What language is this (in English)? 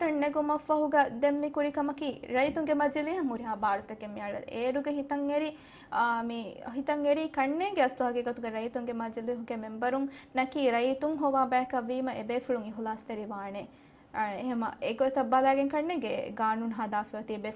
Divehi